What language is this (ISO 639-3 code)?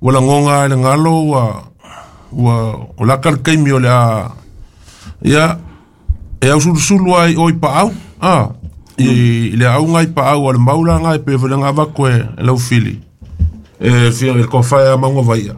smo